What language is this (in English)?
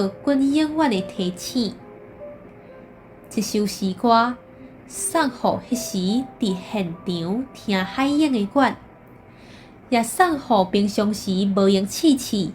Min Nan Chinese